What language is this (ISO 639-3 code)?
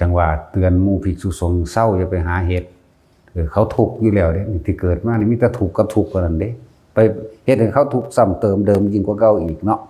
lao